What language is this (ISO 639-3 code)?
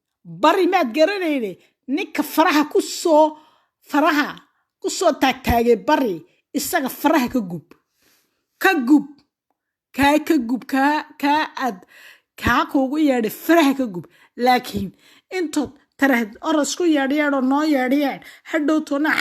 som